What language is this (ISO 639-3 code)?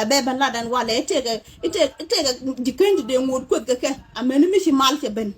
nus